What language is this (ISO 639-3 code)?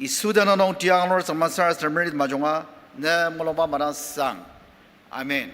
njo